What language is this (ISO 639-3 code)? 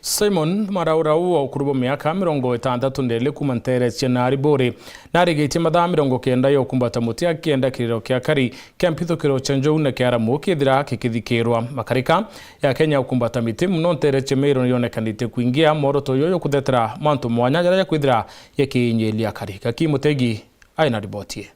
mer